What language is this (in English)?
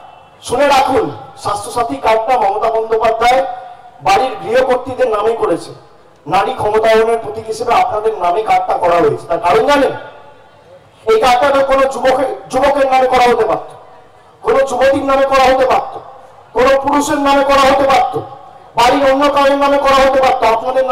Bangla